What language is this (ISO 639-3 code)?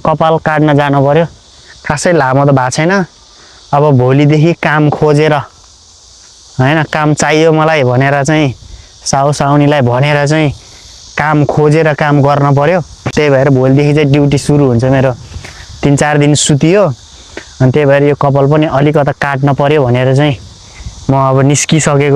nep